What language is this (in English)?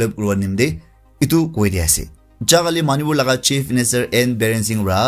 Naga Pidgin